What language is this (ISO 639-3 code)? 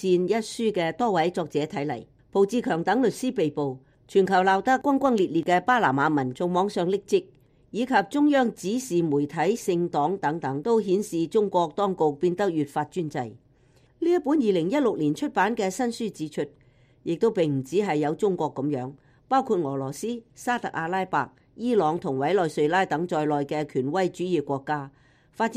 yue